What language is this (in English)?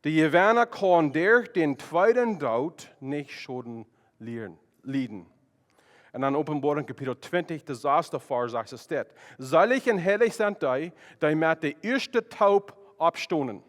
Plautdietsch